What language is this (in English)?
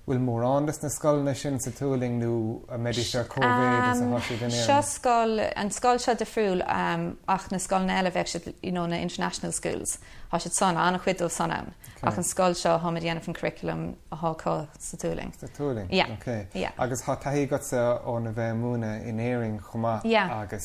Irish